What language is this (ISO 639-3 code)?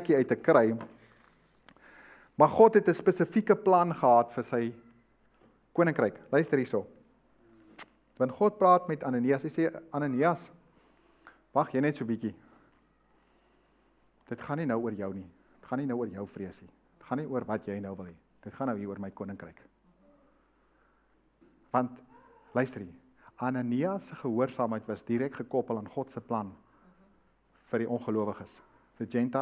afr